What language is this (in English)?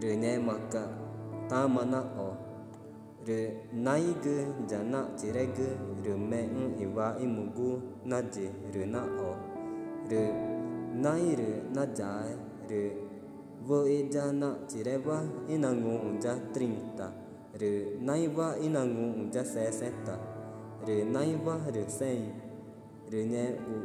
Ticuna